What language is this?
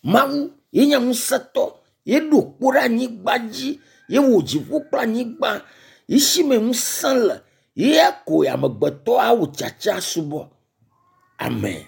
Ewe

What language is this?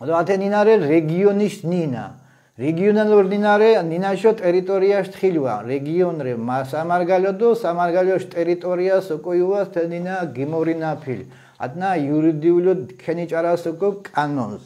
Mingrelian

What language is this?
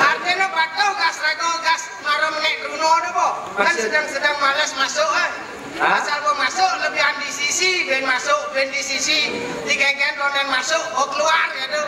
Balinese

